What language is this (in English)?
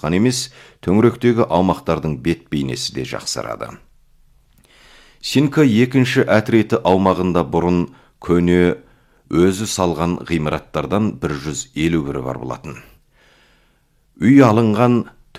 Kazakh